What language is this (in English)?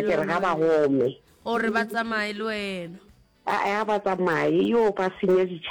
Northern Sotho